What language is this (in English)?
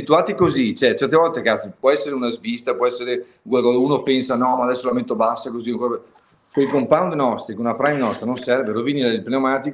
Italian